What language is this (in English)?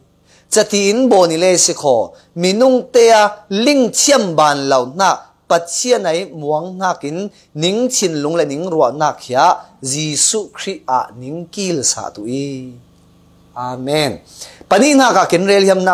Falam Chin